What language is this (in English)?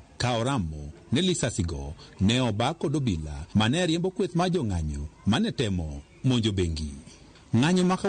Luo (Kenya and Tanzania)